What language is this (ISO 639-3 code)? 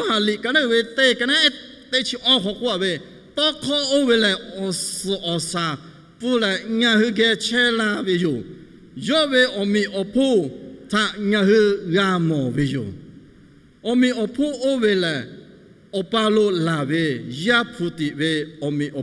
lhu